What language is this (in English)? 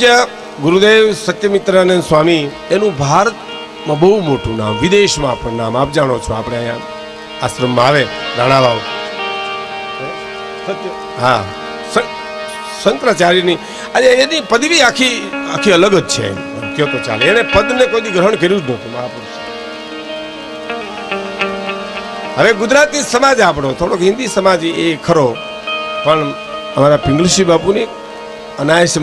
Gujarati